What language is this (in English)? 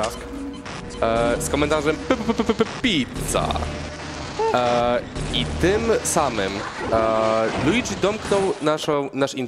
Polish